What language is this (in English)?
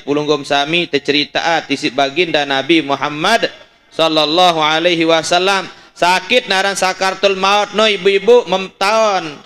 Sasak